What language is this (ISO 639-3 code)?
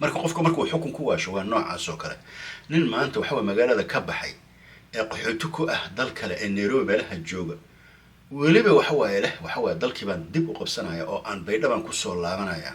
som